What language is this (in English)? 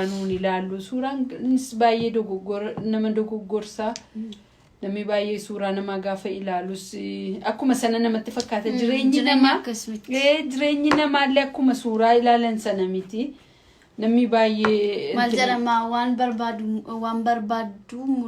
Oromo